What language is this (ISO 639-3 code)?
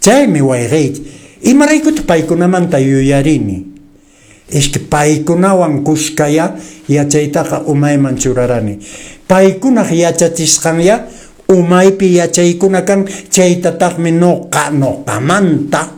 que